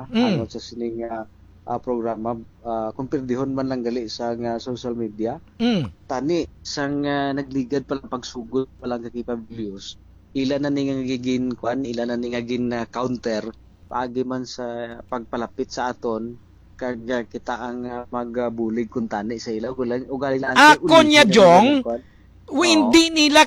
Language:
Hiligaynon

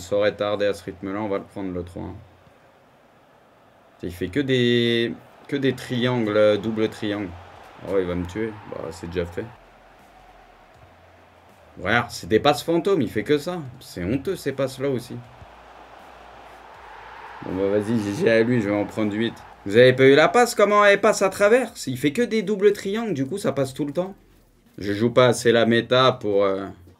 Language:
French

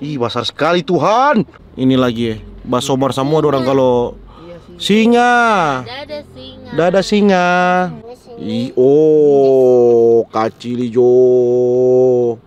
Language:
Manado Malay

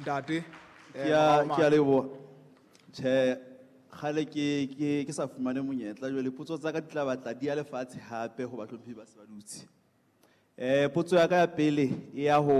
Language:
Southern Sotho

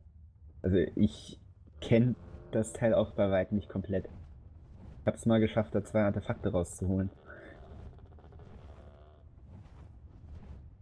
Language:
German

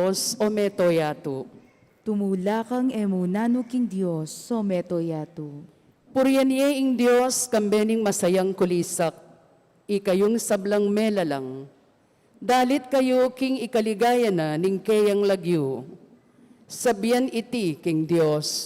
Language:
Pampanga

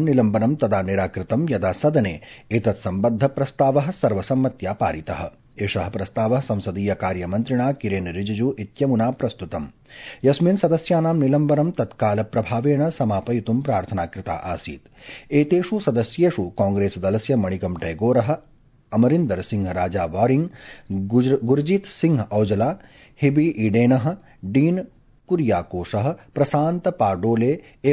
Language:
Sanskrit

